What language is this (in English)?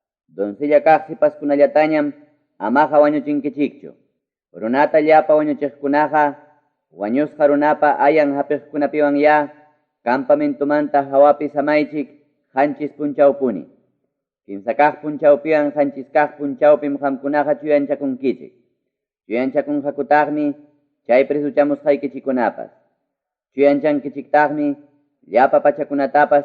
Ayacucho Quechua